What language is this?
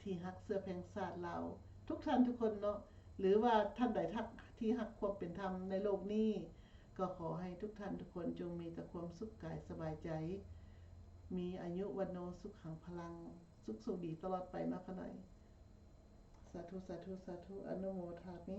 Lao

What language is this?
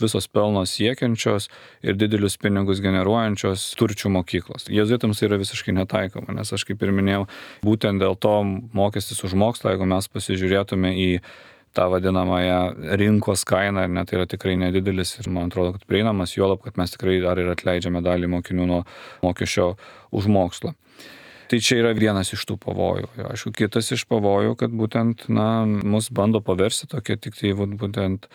Lithuanian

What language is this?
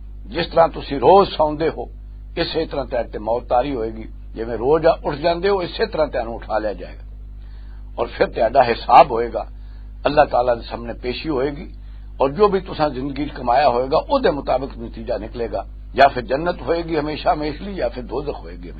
Western Panjabi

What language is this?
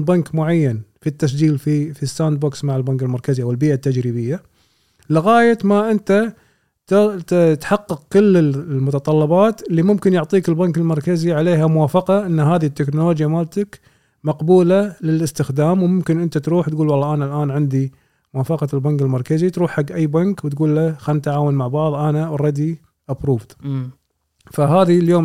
Gulf Arabic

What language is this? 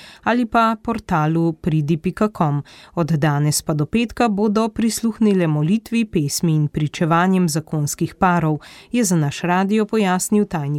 Slovenian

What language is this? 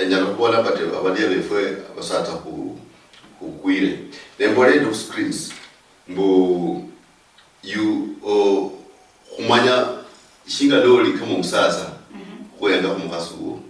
Luyia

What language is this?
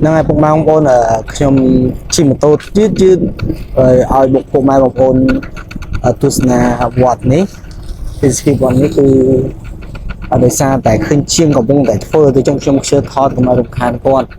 Khmer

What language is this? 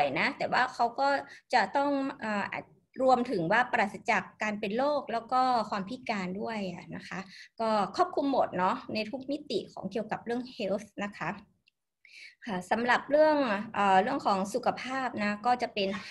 Thai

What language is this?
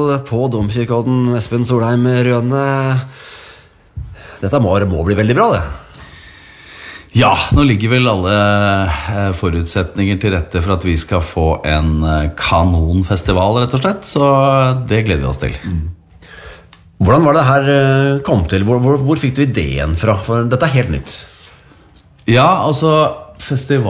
Norwegian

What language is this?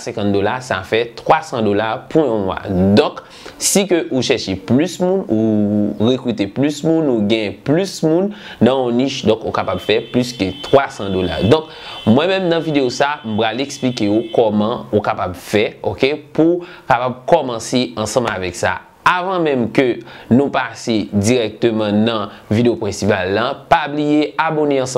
Haitian Creole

